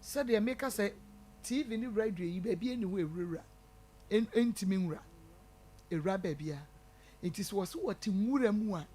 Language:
Akan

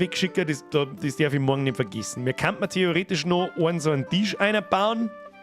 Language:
Bavarian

